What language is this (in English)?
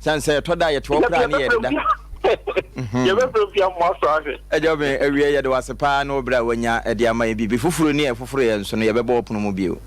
Akan